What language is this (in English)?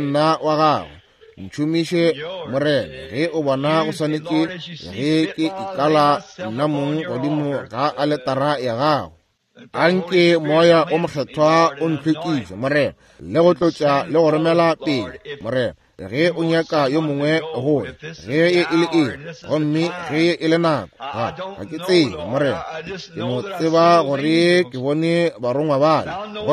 Northern Sotho